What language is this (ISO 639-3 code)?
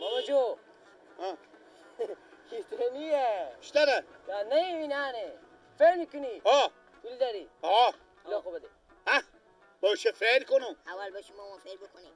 fas